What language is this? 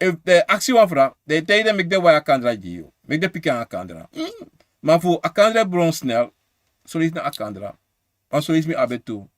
Sranan Tongo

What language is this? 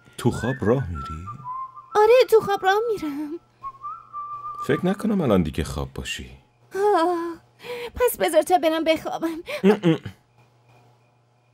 Persian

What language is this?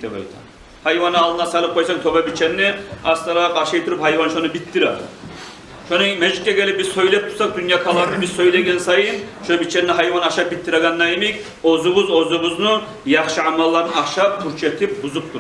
Kumyk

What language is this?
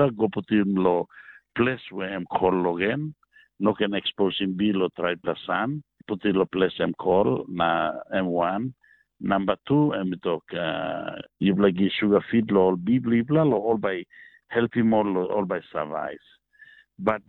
Tok Pisin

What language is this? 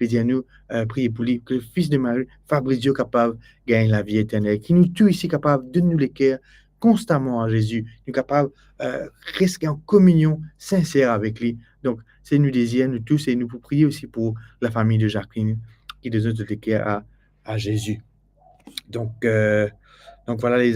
Morisyen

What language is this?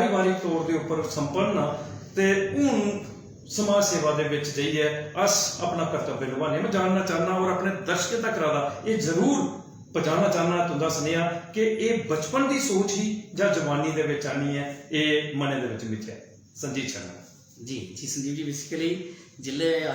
Dogri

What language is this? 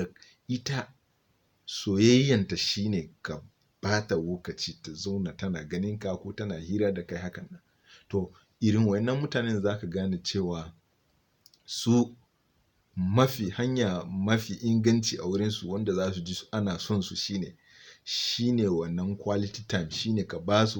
Hausa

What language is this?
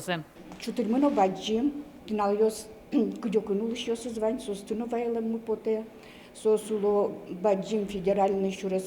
Udmurt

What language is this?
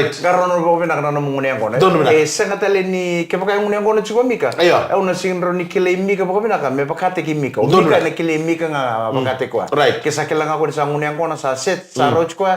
Fijian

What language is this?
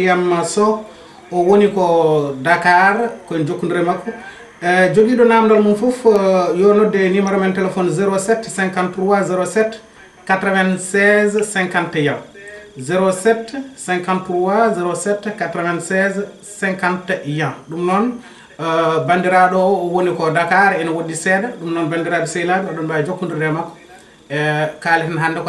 Fula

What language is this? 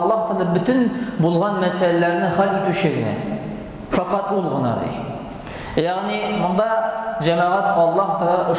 Tatar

